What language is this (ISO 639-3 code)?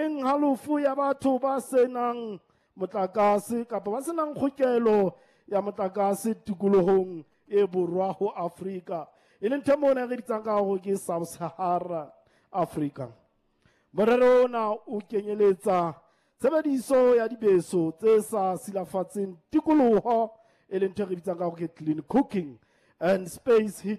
sot